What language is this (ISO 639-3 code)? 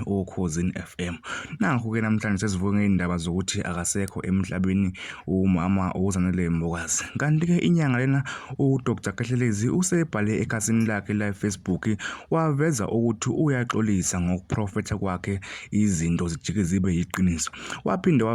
zul